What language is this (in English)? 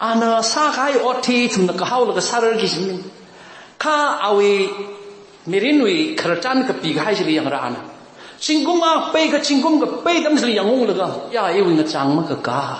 Tangkhul Naga (India)